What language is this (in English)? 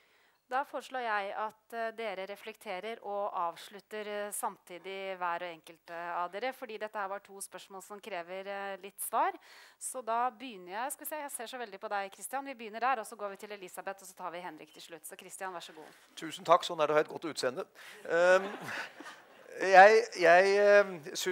Norwegian